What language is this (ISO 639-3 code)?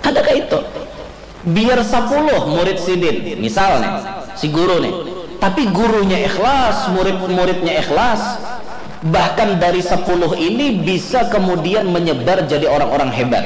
bjn